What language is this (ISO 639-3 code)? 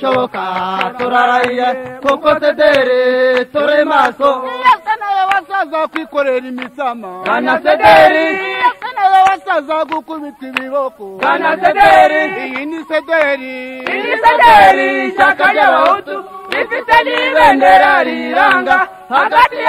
kin